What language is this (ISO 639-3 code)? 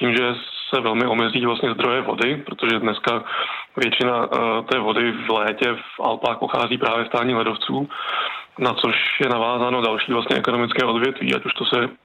ces